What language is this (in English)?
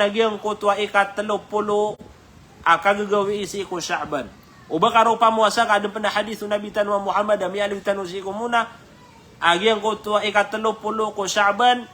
Maranao